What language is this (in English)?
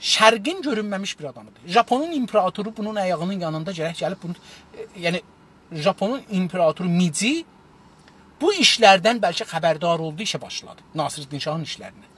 South Azerbaijani